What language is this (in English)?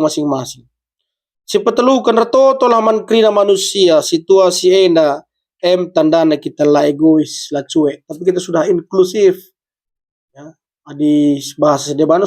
Batak Karo